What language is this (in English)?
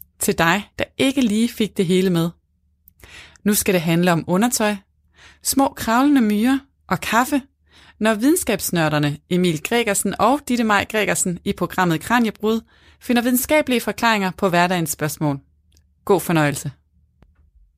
Danish